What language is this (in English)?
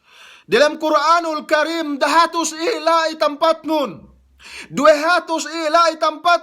Yakan